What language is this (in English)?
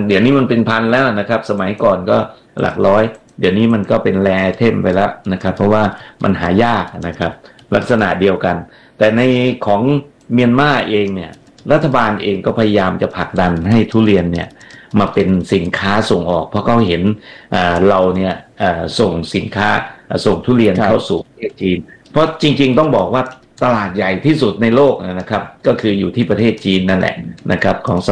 Thai